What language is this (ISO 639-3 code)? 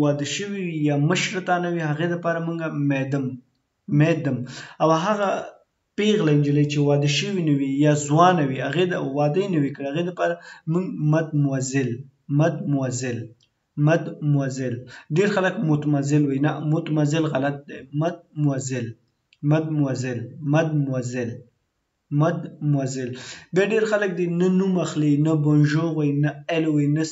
pus